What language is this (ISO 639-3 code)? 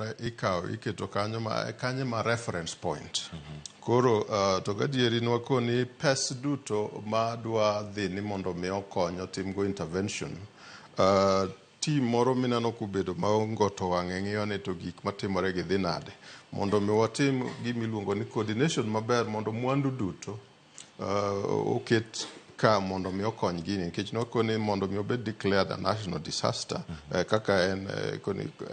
luo